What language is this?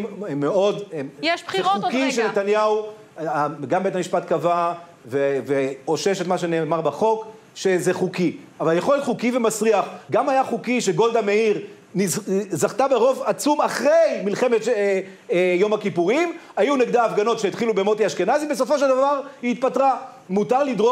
Hebrew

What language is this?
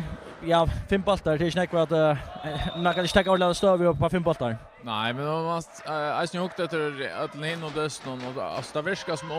Faroese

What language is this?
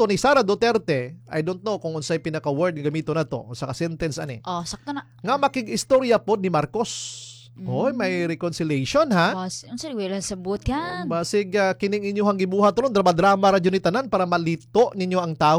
Cebuano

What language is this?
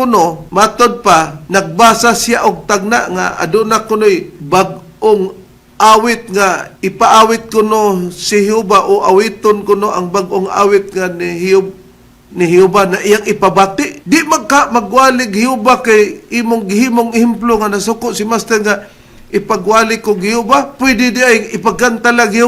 Cebuano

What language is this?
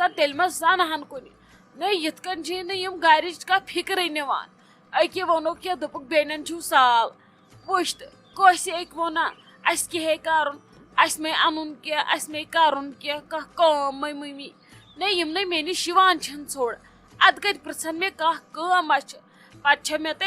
Kashmiri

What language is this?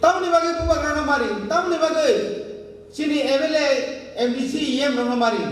Kok Borok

